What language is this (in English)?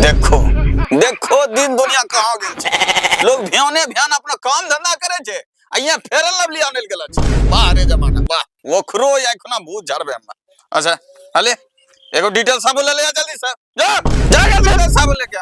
Angika